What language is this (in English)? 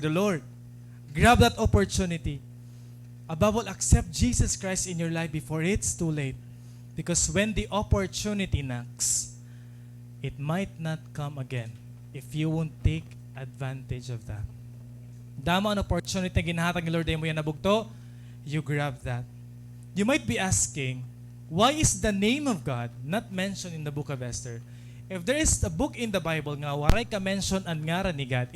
Waray